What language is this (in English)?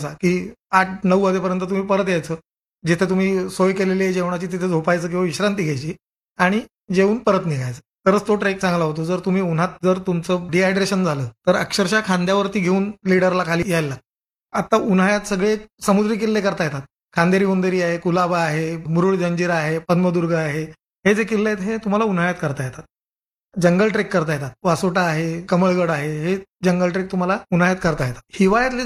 Marathi